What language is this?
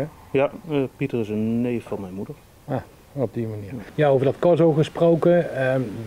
Dutch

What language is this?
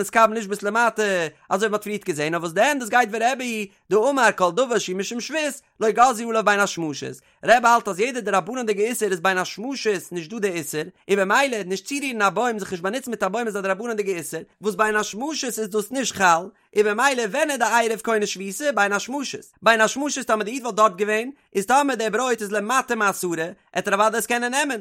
Yiddish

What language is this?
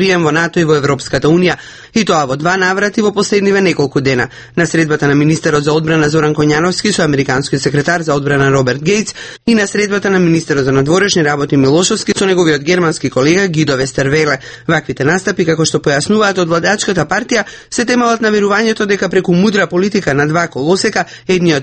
Macedonian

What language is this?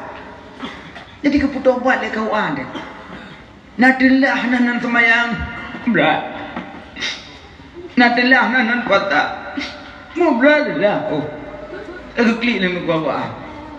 Malay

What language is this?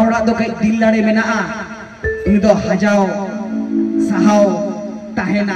Santali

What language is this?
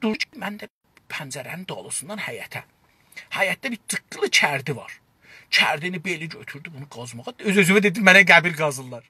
South Azerbaijani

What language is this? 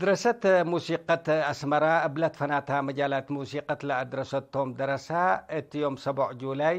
Tigre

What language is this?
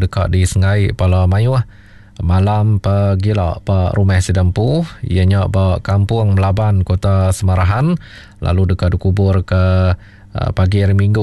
Iban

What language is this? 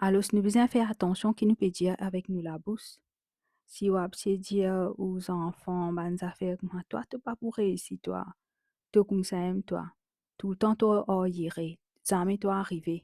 Morisyen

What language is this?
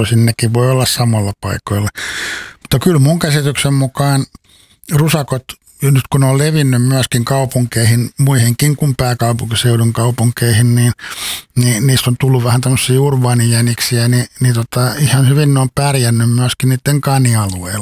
Finnish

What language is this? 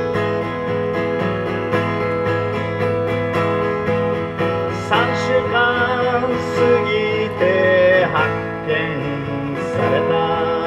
Japanese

